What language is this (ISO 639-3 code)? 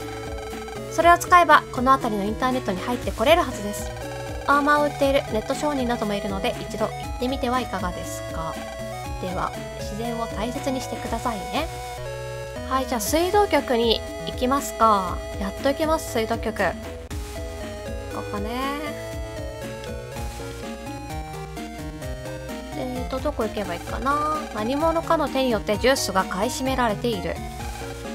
jpn